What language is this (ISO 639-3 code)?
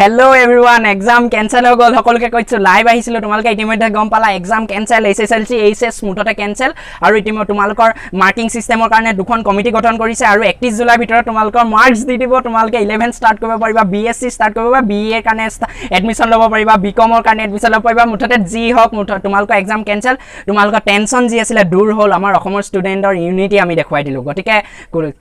asm